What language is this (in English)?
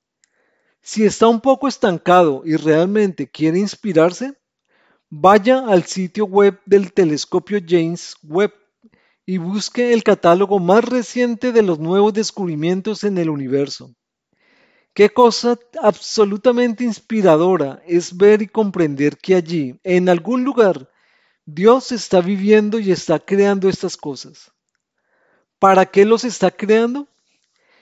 Spanish